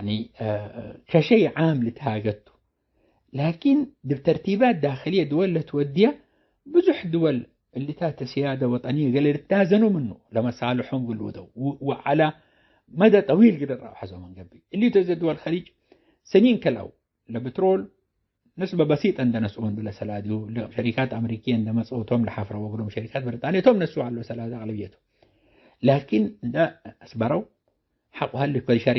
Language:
Tigre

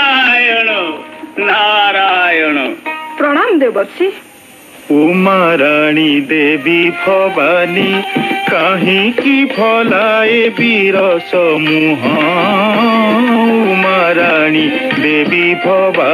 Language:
Odia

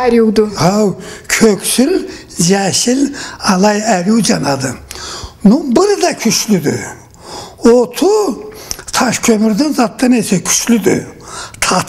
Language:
Karachay-Balkar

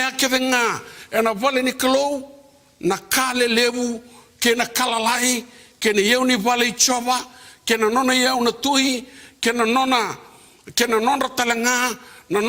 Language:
Fijian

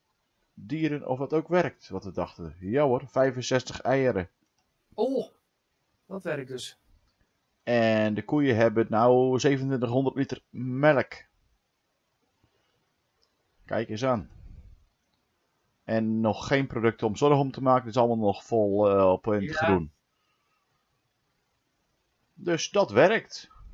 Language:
Dutch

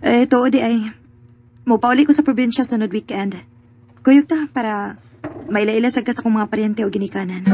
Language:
Cebuano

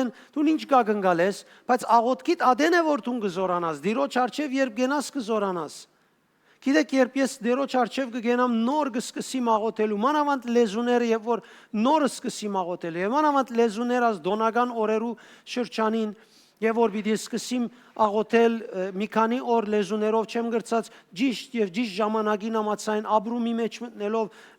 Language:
Western Armenian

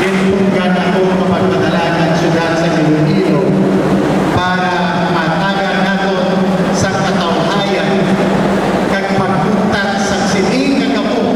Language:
Hiligaynon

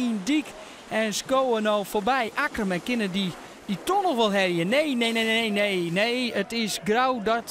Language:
Western Frisian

